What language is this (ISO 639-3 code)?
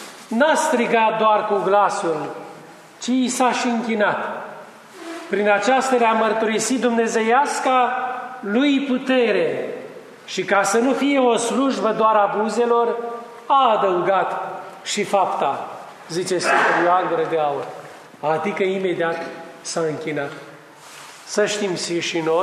ron